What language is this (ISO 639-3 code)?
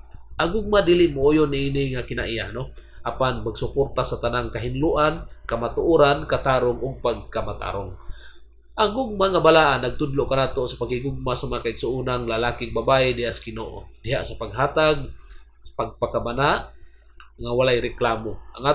ceb